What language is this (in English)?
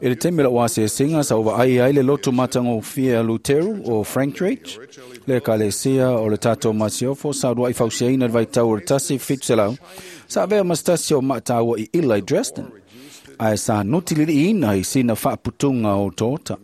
Samoan